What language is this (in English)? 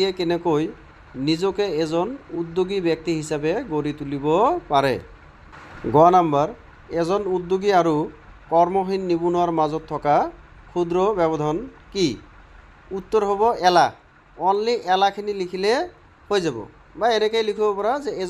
Assamese